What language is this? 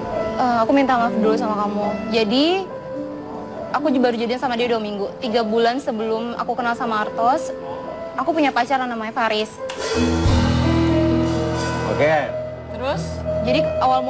Indonesian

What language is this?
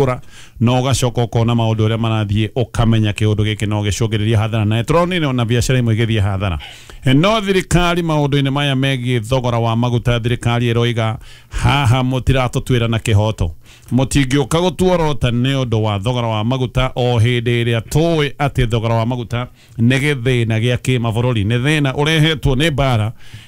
Kikuyu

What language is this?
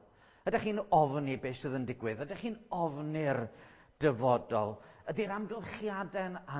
Welsh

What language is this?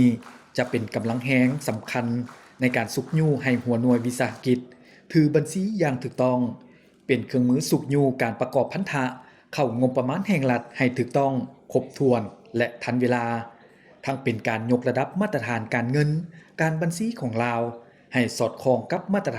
Lao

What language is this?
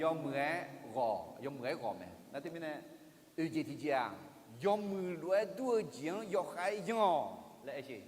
Akha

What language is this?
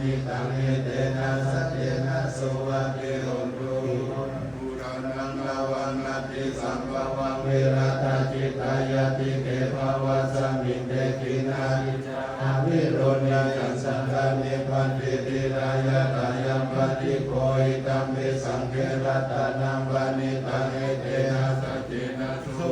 Pali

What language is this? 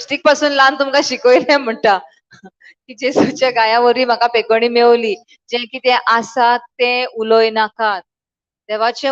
Konkani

